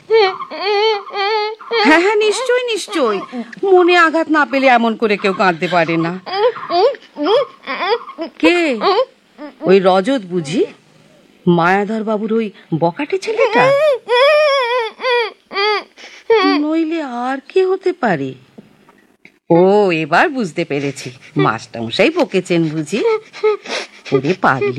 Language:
Bangla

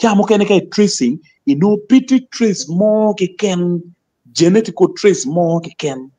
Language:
Acoli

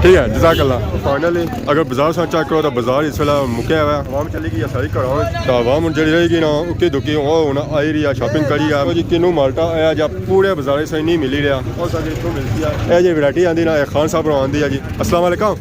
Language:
Pahari-Potwari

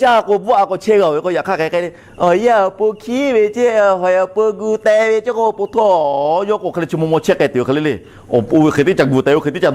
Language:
Lahu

